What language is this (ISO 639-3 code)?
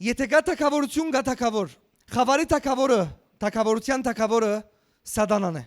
hyw